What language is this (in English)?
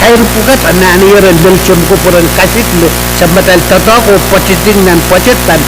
Pohnpeian